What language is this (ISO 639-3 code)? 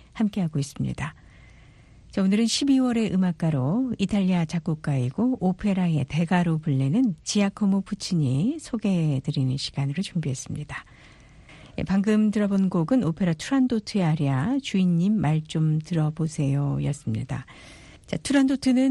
kor